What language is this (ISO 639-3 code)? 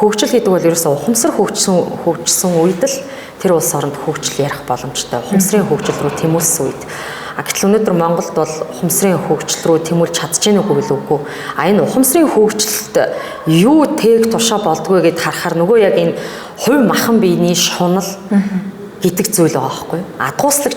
mon